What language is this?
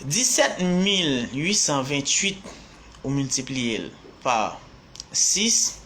Haitian Creole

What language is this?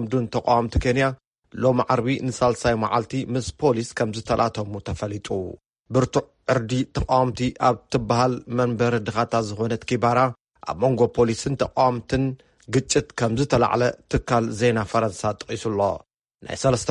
Tigrinya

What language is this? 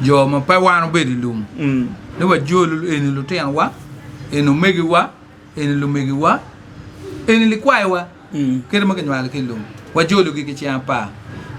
Acoli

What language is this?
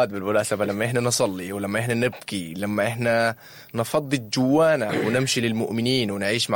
Sudanese Arabic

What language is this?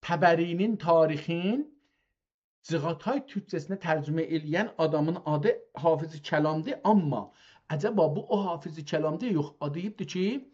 South Azerbaijani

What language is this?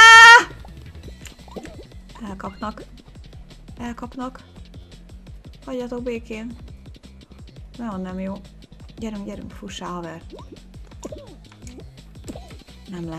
Hungarian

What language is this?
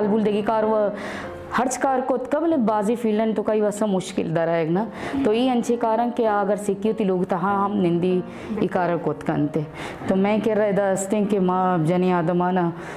Baluchi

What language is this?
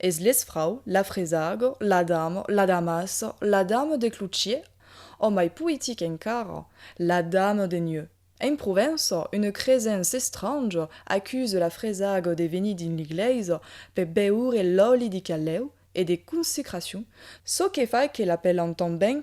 Occitan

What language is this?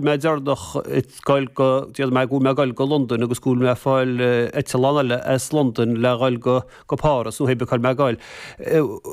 Irish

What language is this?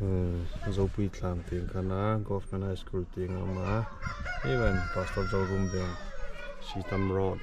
Hmar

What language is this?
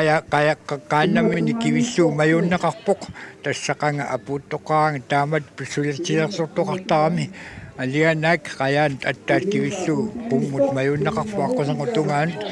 Kalaallisut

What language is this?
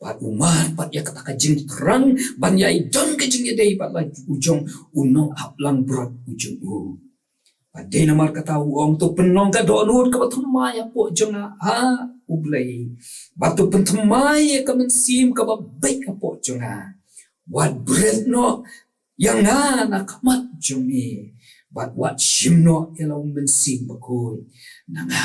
Khasi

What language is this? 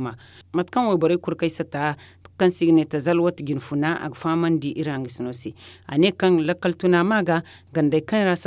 Zarma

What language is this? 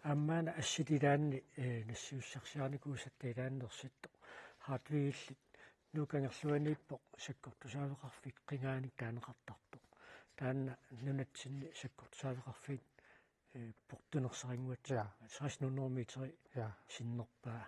Kalaallisut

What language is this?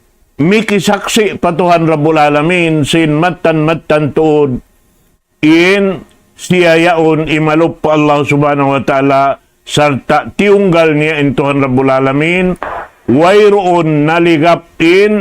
Tausug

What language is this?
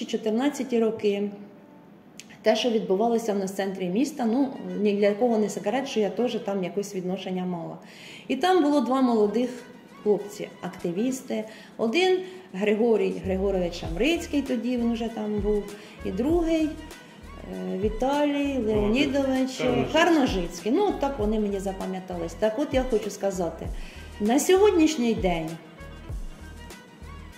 Ukrainian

